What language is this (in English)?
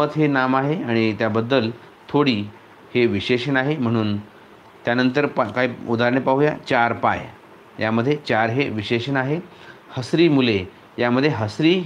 Marathi